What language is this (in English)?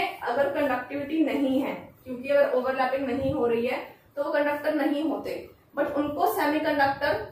Hindi